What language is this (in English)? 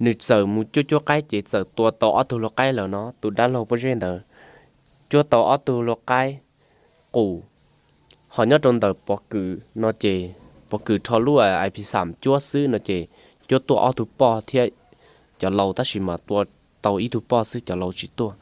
Hmong